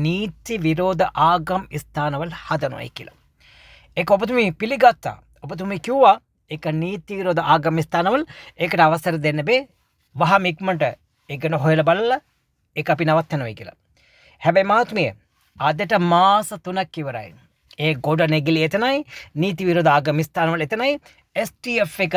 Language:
Sinhala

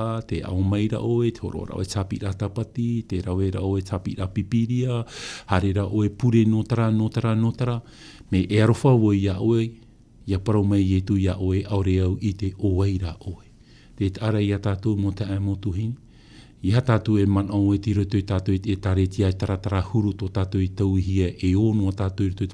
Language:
Tahitian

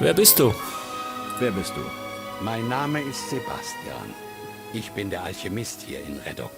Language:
Bavarian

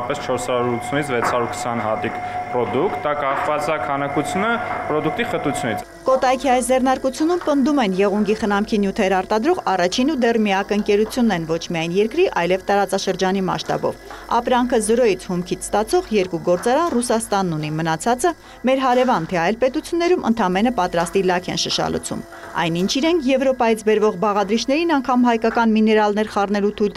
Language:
Armenian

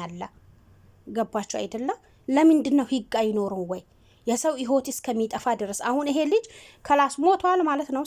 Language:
Amharic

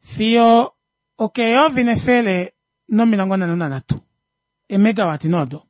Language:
Kuanyama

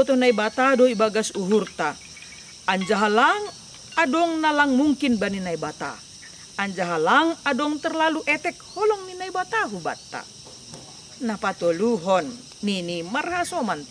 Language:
Batak Simalungun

